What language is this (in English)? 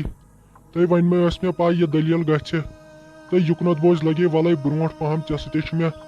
Kashmiri